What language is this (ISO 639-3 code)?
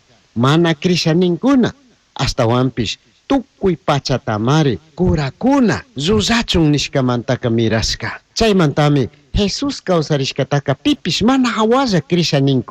qug